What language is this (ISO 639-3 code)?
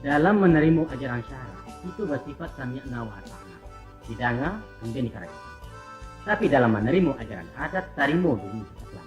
min